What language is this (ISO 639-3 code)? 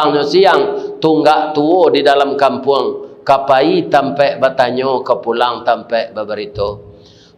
min